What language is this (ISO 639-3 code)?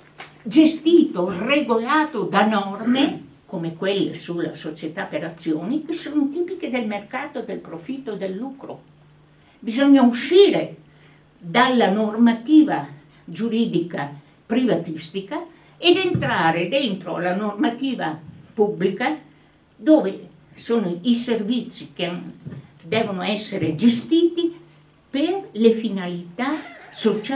ita